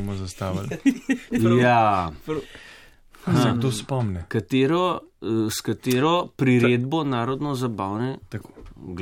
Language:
Slovenian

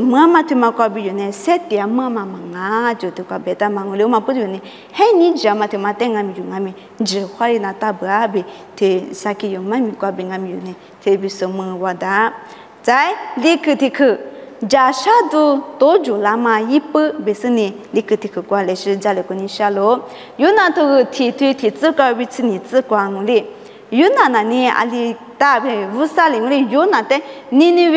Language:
Lisu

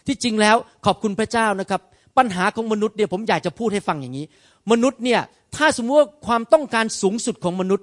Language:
Thai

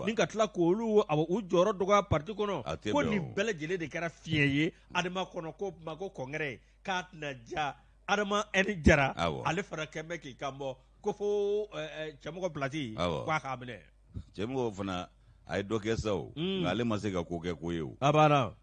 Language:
Bambara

